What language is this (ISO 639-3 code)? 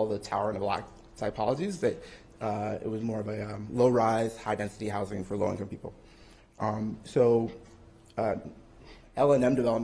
eng